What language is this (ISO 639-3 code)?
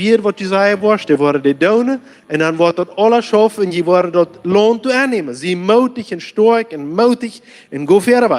pdt